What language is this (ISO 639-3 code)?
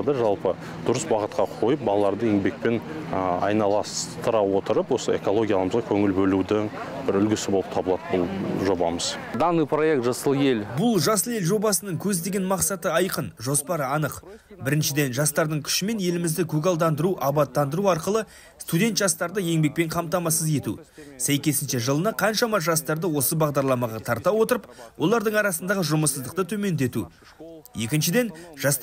kaz